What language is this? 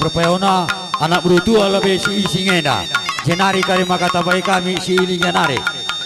Batak Karo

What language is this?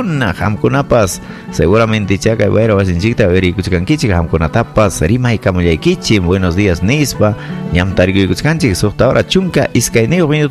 Ayacucho Quechua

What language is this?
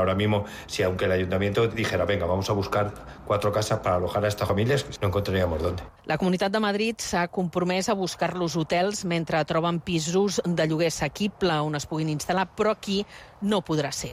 Catalan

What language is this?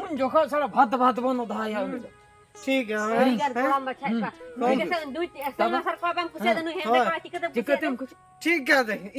Santali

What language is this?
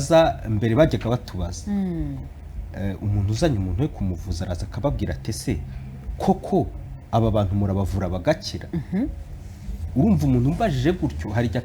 Kinyarwanda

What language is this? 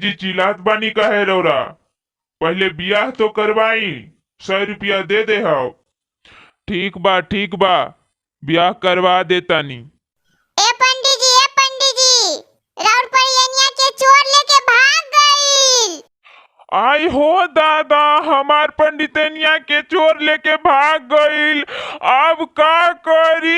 Bhojpuri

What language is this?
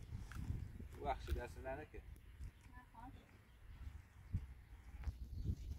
Persian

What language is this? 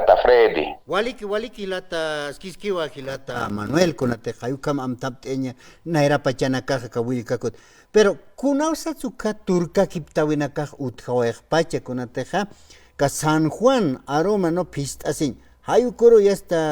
Aymara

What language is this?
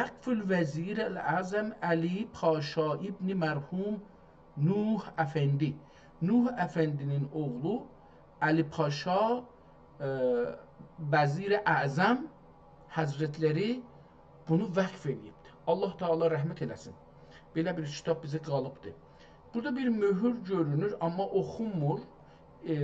South Azerbaijani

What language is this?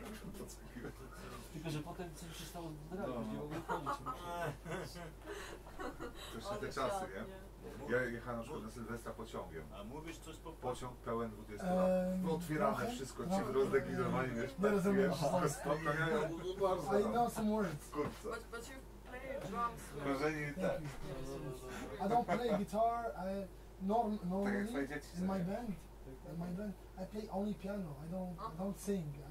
Polish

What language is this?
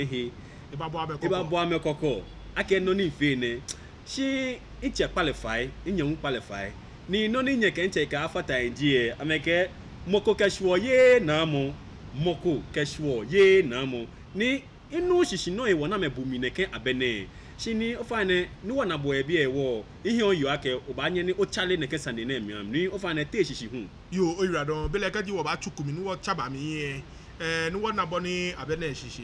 Ga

